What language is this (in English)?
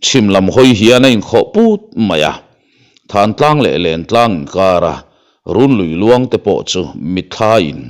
Mizo